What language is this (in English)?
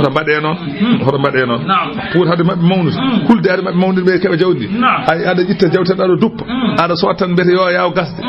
Fula